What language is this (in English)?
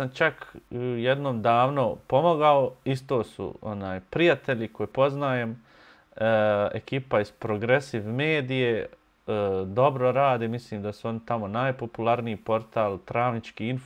Bosnian